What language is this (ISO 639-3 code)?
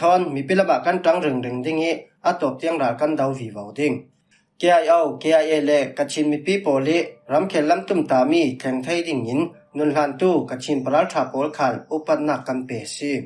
cfm